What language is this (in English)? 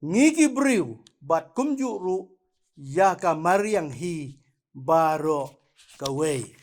Khasi